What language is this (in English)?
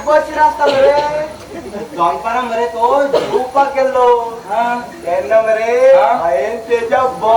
Konkani